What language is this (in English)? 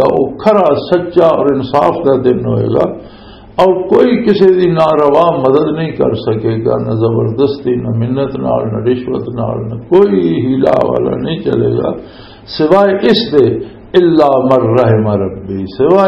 Western Panjabi